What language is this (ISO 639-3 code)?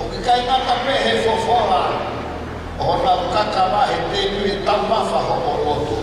ton